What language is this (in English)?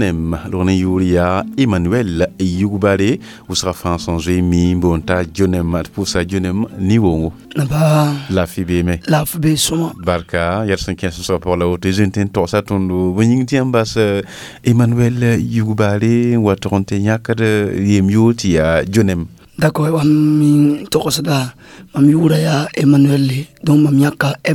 Mossi